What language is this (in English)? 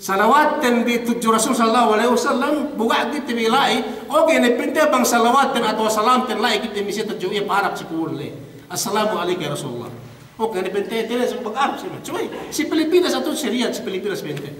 Yakan